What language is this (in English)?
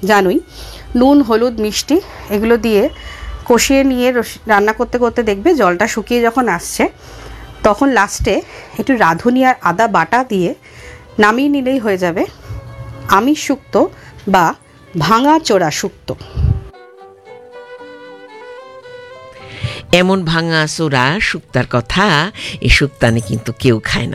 Bangla